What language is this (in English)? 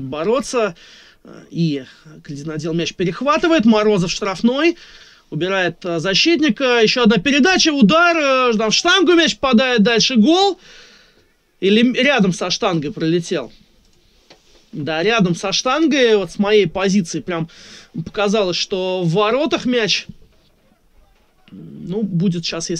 Russian